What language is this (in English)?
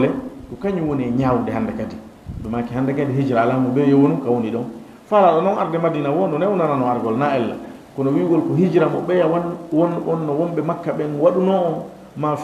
Fula